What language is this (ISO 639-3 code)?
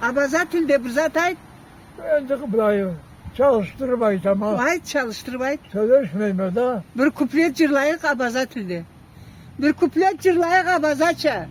krc